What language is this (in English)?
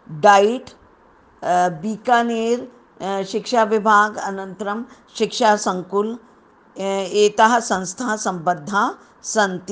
Sanskrit